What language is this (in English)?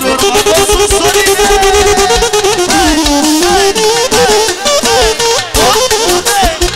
Romanian